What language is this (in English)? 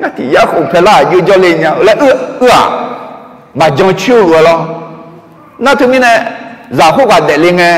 Akha